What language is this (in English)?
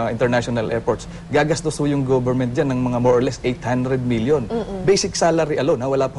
Filipino